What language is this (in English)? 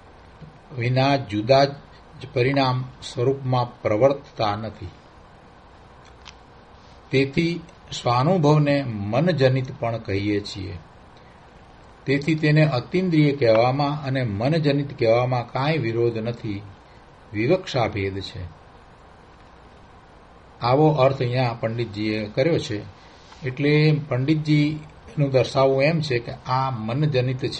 Gujarati